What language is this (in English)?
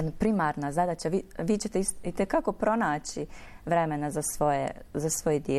Bosnian